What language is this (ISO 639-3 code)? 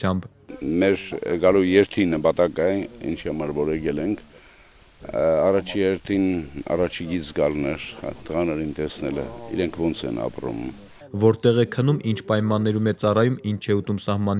hye